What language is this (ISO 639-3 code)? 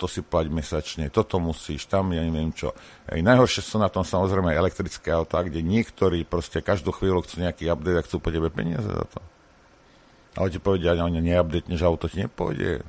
slk